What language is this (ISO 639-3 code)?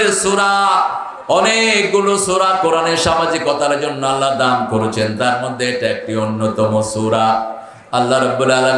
ben